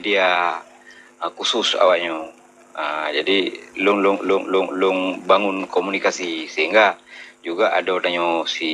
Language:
Achinese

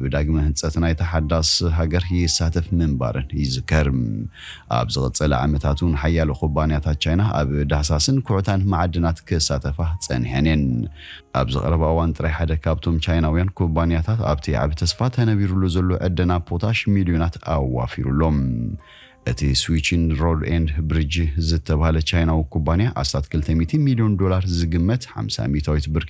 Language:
Tigrinya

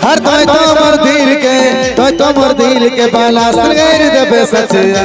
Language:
Sadri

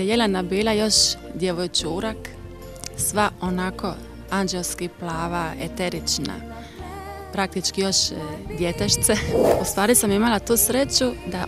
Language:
Croatian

